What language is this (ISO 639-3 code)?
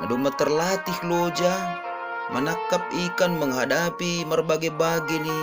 bts